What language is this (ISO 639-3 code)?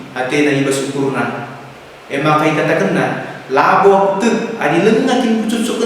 btx